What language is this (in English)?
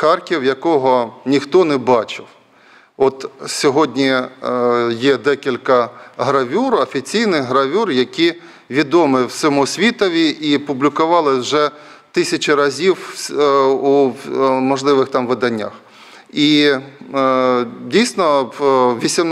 Ukrainian